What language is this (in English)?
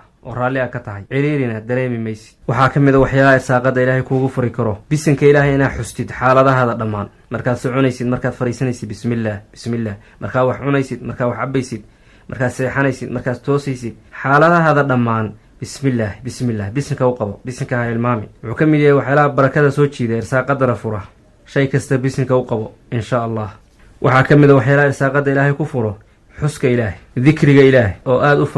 Somali